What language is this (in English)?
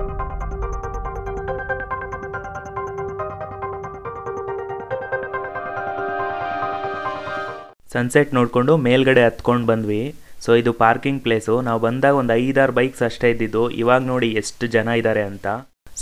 Kannada